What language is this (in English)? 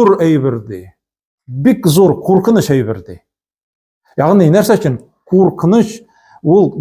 Tatar